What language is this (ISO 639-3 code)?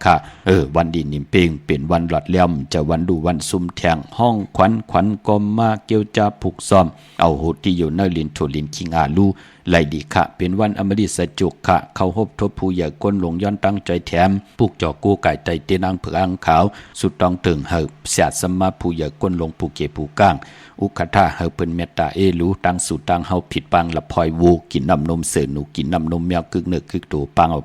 shn